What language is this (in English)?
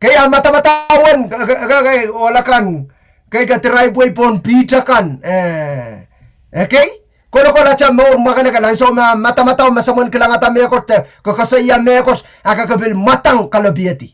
Pohnpeian